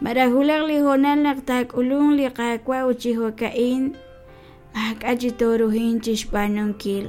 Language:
Kekchí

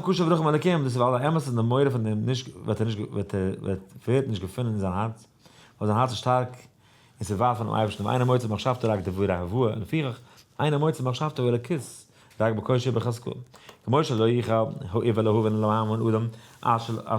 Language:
Yiddish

